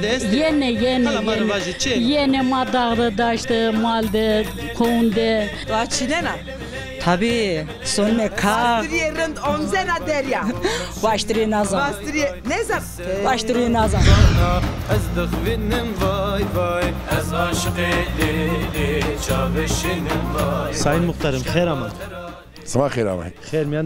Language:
Zaza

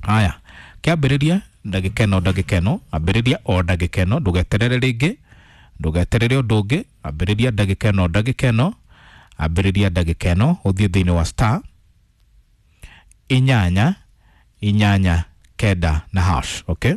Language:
Kikuyu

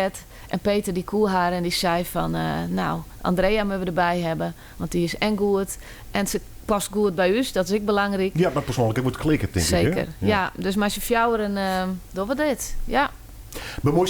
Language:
Western Frisian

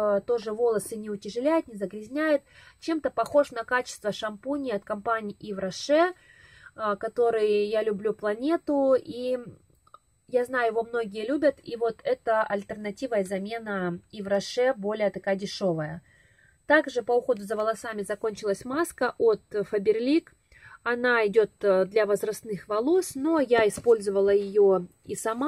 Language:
Russian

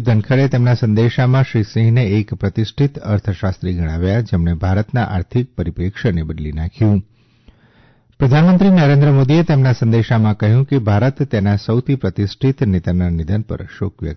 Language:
Gujarati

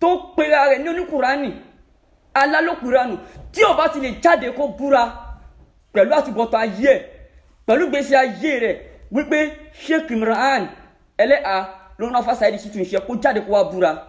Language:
Yoruba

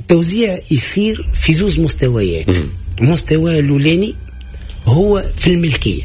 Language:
Tunisian Arabic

